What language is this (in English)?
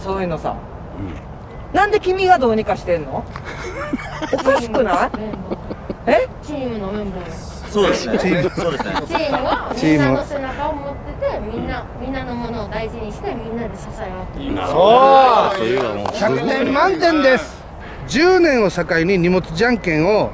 Japanese